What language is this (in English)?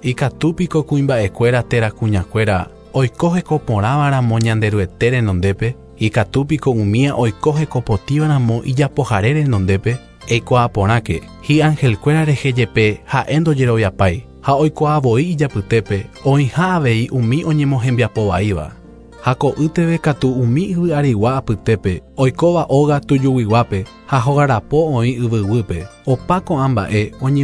Guarani